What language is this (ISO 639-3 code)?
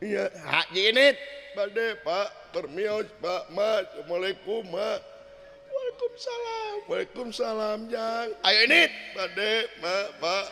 sun